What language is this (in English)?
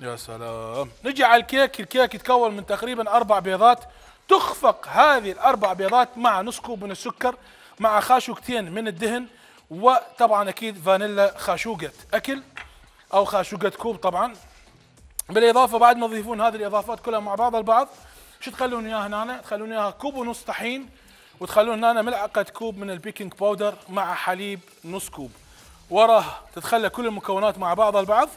Mesopotamian Arabic